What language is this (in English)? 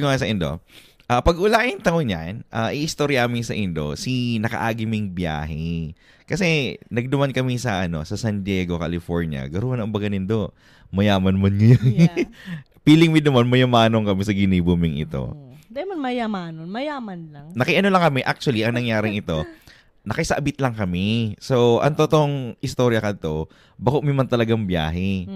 Bikol